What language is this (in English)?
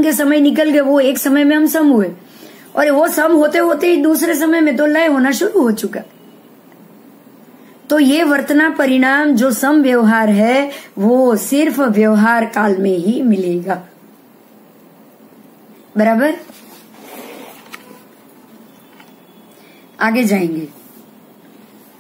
Hindi